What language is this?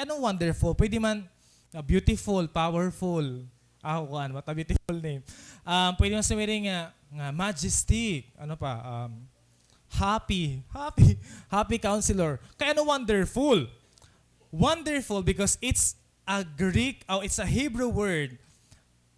Waray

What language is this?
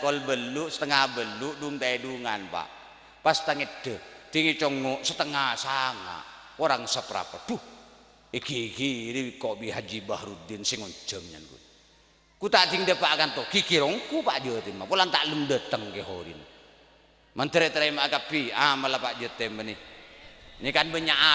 Madurese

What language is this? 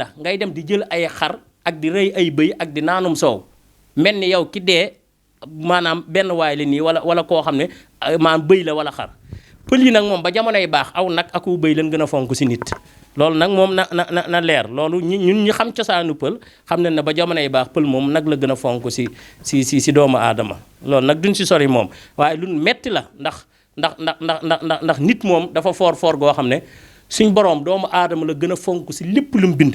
Wolof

